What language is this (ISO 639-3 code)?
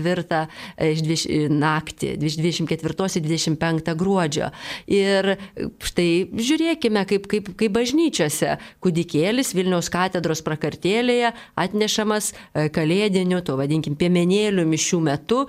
lit